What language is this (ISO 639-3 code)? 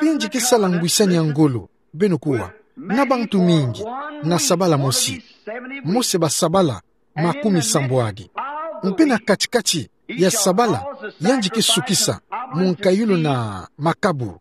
ktu